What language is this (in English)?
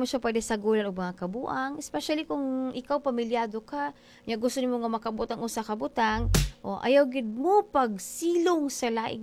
Cebuano